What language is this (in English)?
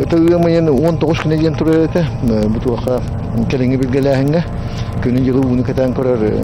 Yakut